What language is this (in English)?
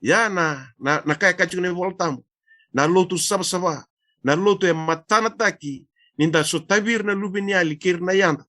Fijian